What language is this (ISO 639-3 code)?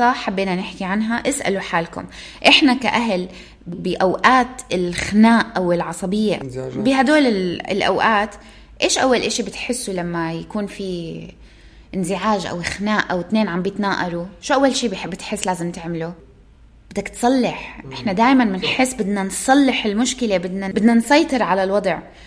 apc